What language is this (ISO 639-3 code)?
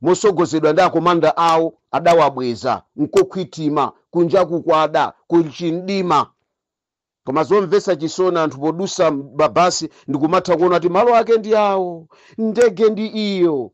nya